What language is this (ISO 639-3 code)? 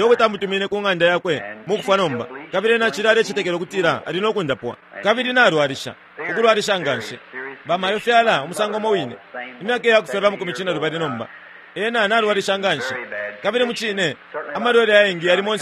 bem